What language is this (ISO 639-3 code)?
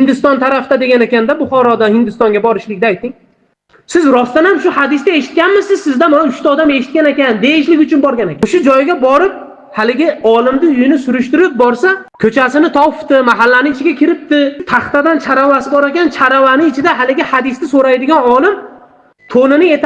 uzb